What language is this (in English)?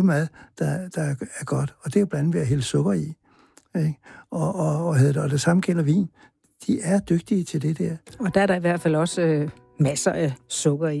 Danish